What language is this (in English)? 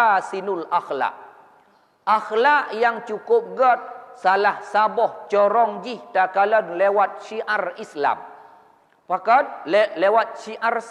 Achinese